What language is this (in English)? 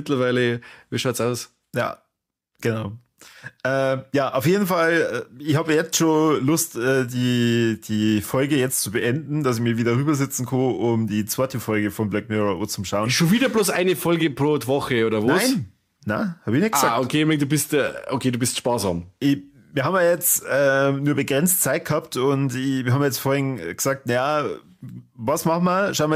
Bavarian